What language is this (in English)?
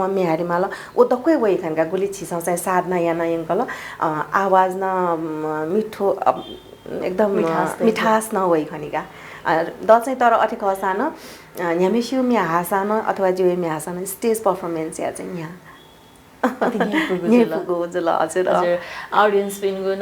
Newari